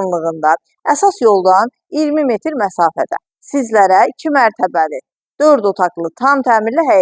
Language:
Azerbaijani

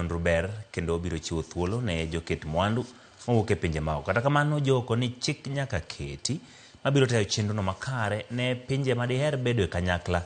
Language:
Luo (Kenya and Tanzania)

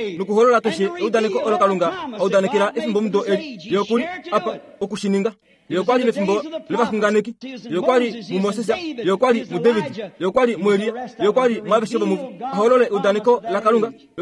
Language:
Kuanyama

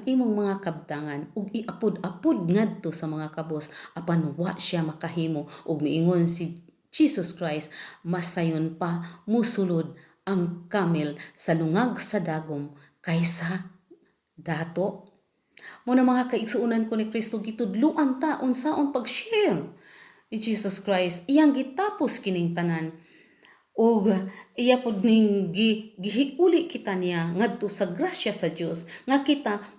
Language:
Cebuano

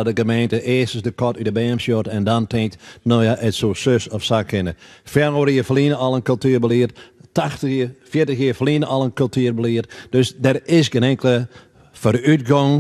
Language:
Western Frisian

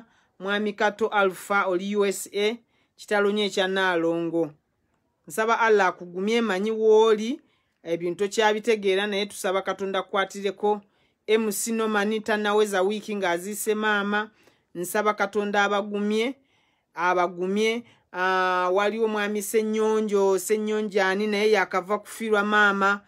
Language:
Ganda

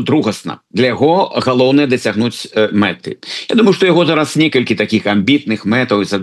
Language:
Belarusian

